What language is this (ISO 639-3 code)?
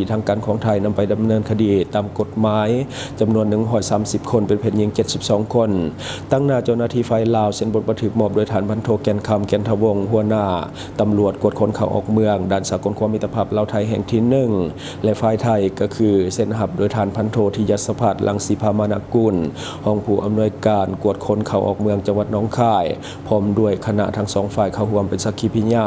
lao